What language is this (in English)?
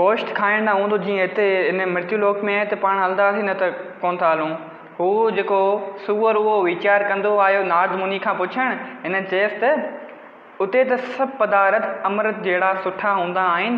Sindhi